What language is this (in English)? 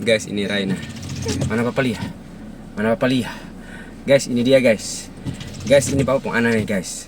Ambonese Malay